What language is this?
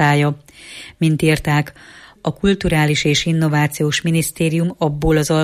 Hungarian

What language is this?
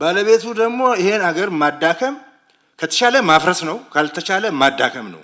Amharic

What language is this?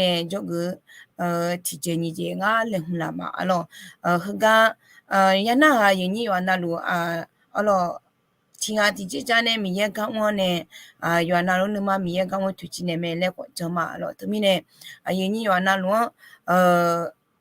Akha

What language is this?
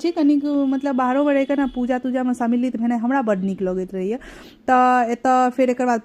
Maithili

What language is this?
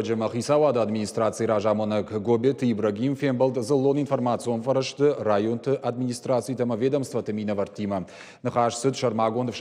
Ossetic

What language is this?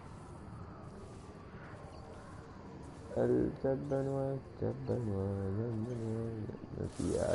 Arabic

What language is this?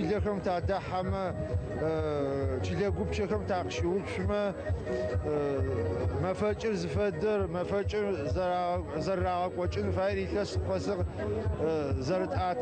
Adyghe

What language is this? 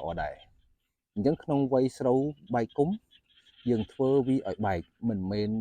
Khmer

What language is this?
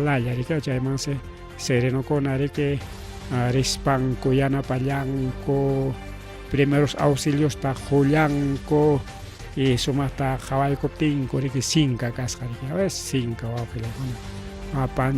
Ayacucho Quechua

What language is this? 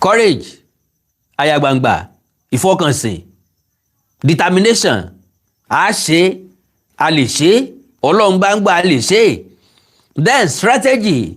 Yoruba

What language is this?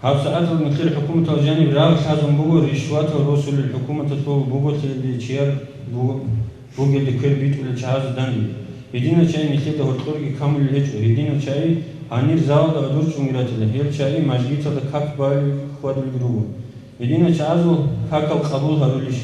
Avaric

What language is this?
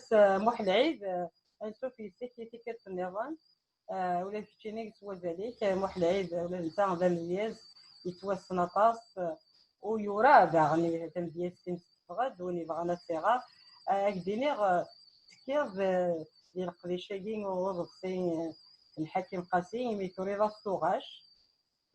Kabyle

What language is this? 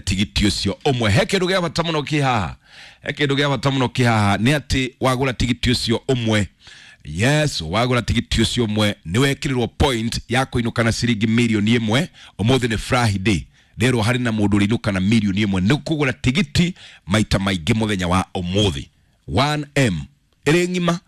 Kikuyu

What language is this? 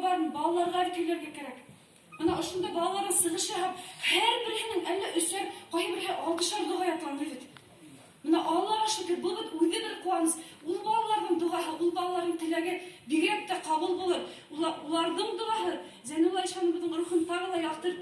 Bashkir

